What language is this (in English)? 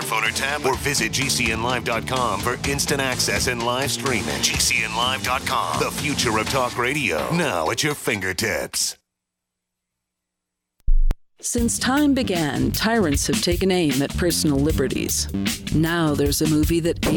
English